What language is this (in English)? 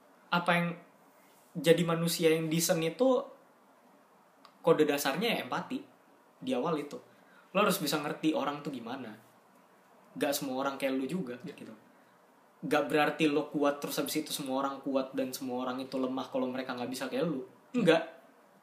Indonesian